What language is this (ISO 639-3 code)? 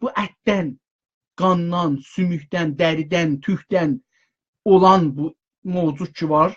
azb